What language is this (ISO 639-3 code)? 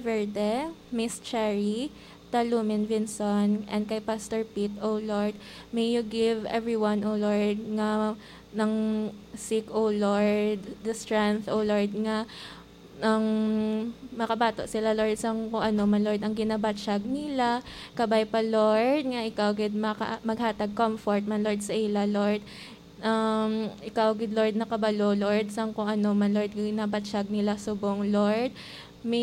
hil